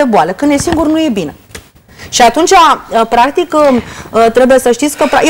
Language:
Romanian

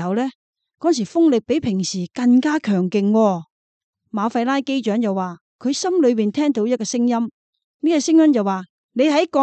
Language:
Cantonese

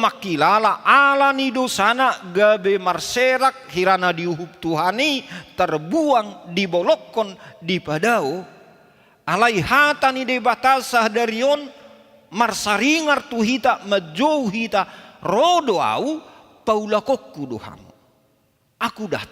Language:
Batak Toba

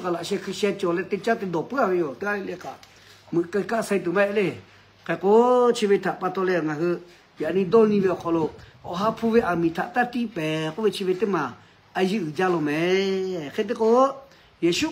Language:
Lahu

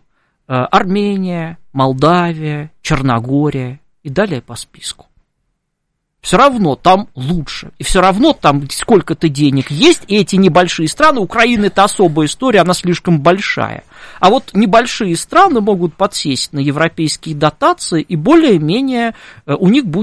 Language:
Russian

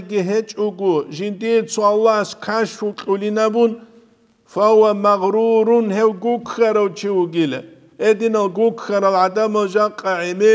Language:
Avaric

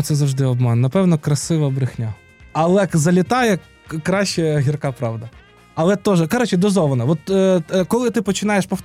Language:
Ukrainian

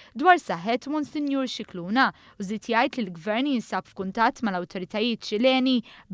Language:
Maltese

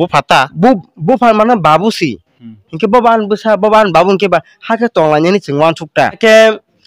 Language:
Kok Borok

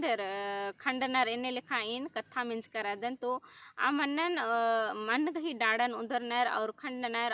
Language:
Kurukh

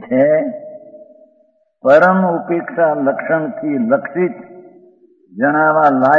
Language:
Gujarati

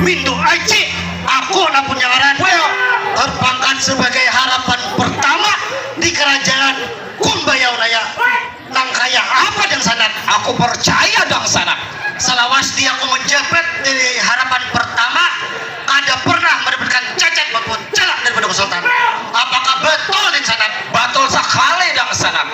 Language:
Banjar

